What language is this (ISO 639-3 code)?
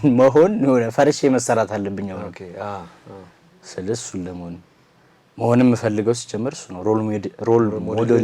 amh